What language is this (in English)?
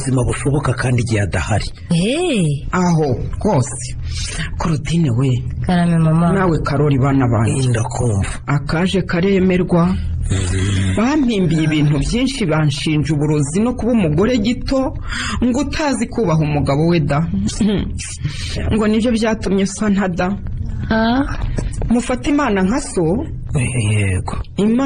Kinyarwanda